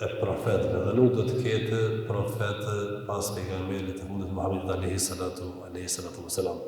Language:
Albanian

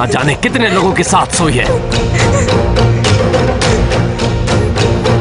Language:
Hindi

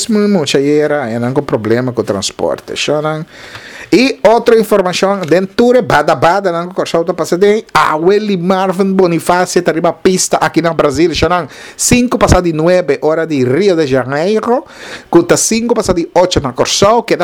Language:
Papiamento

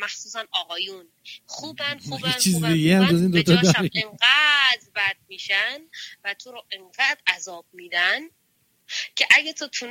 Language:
Persian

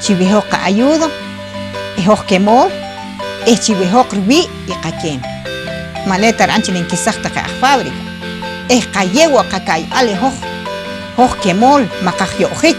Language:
Poqomchi'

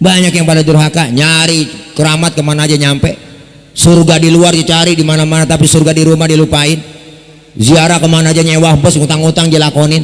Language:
Betawi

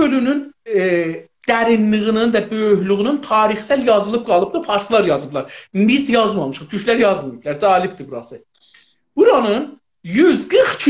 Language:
South Azerbaijani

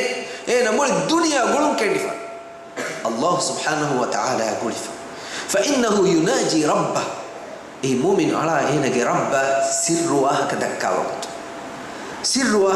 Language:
Divehi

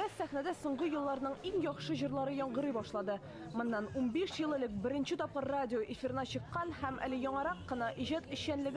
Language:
Tatar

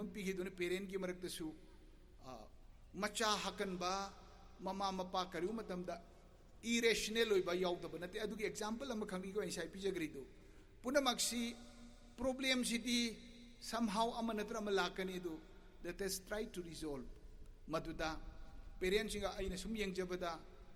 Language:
Manipuri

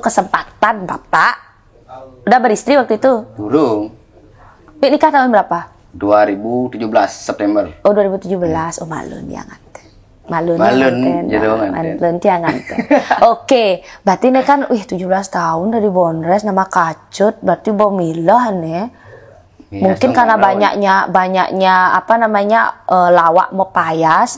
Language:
Balinese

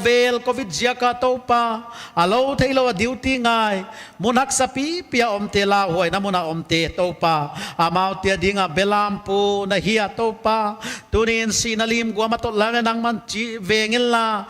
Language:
Paite Chin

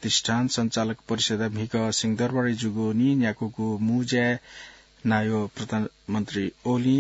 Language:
Newari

